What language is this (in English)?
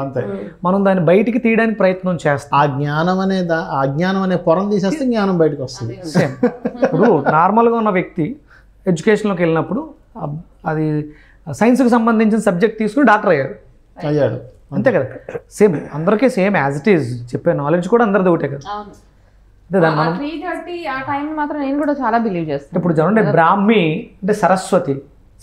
Telugu